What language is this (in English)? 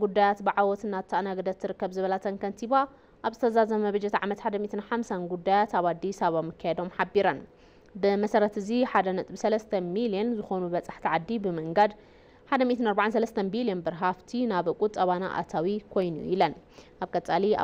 Tigrinya